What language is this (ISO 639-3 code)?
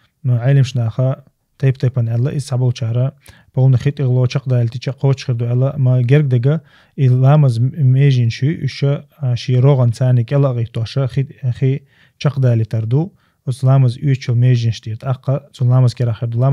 che